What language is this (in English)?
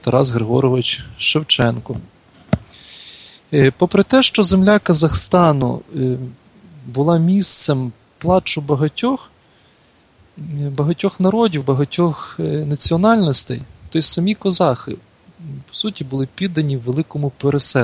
Ukrainian